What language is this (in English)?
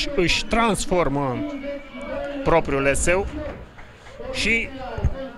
Romanian